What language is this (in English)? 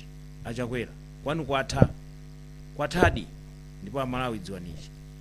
Nyanja